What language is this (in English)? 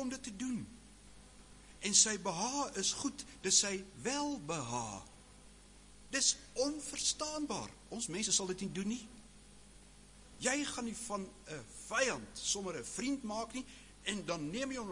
Afrikaans